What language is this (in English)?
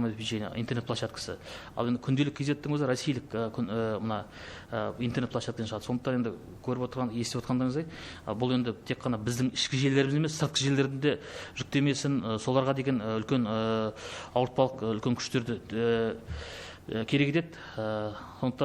Kazakh